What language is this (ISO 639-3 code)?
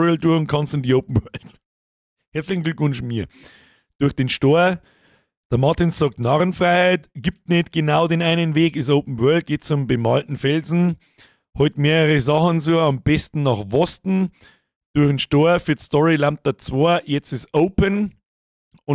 bar